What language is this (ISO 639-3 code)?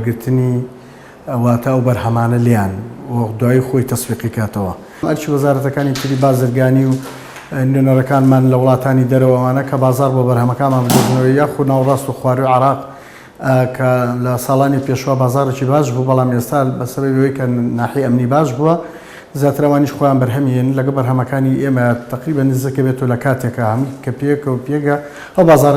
ckb